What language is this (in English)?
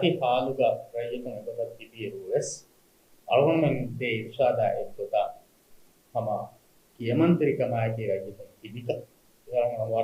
Divehi